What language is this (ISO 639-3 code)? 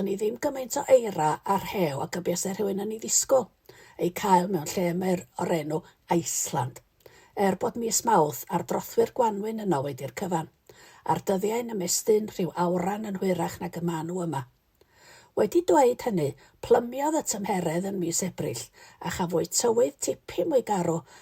cym